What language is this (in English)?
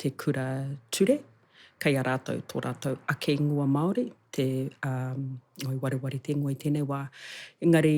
Māori